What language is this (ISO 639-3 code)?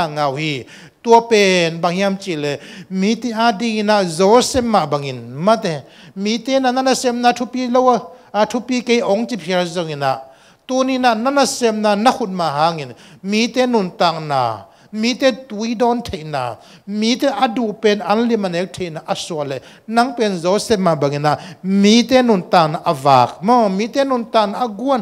ctd